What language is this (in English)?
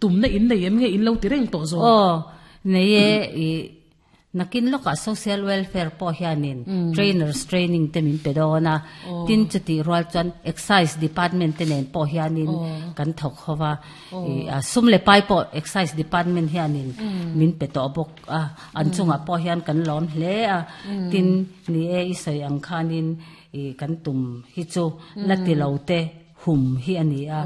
Mizo